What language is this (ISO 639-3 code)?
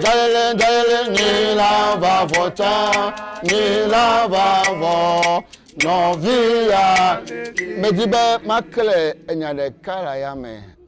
ewe